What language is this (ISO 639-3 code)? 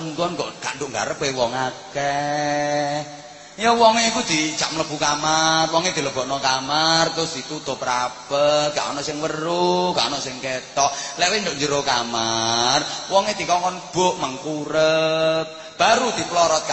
jav